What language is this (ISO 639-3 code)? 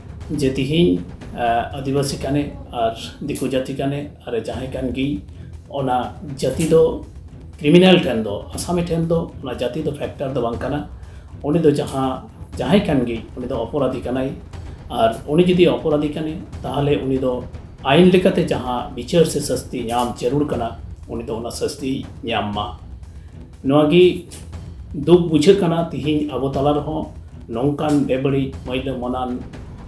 sat